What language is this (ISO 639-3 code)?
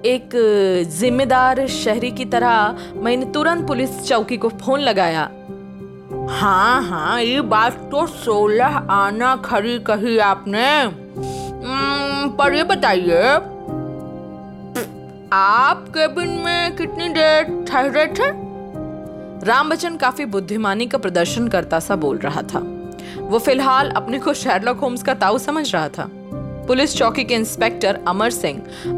hin